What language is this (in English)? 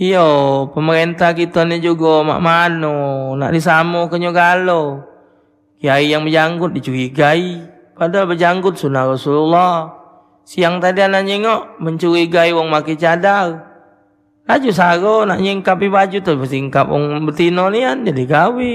Musi